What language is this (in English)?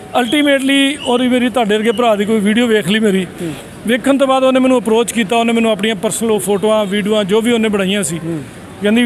Punjabi